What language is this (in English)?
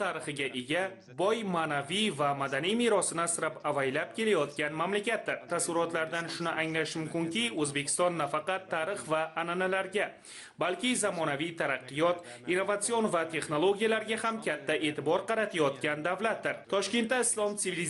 Uzbek